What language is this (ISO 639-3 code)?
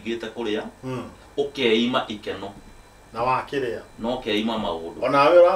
kik